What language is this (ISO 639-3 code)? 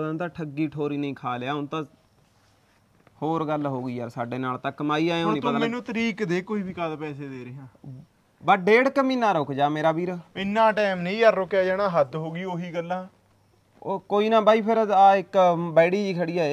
pan